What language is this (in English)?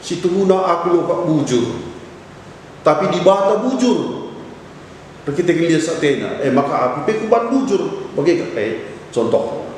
Batak Karo